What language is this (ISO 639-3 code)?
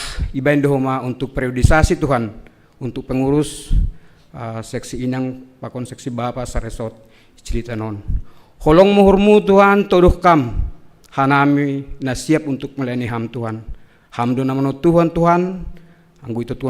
bts